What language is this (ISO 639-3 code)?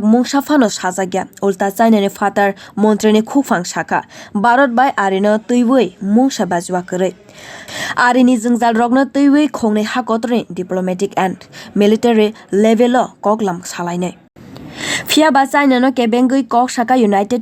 trp